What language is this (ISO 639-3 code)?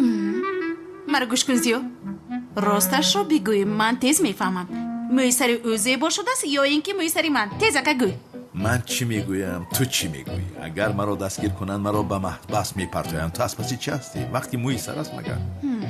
tgk